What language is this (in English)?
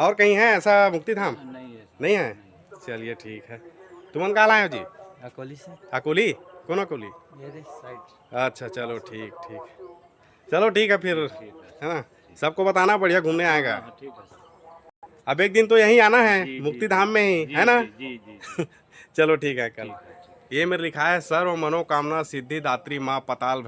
Chhattisgarhi